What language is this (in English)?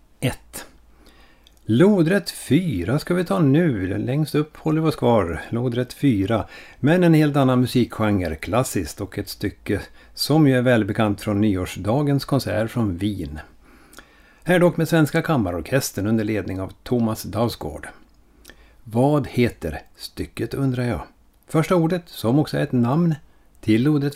Swedish